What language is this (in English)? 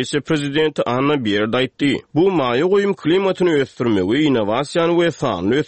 Turkmen